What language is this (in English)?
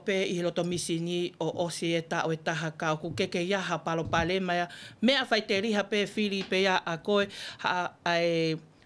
Tongan